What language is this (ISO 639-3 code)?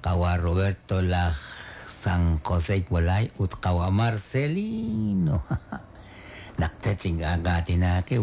kek